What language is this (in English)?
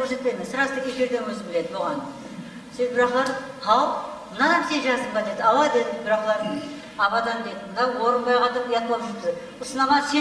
Kara-Kalpak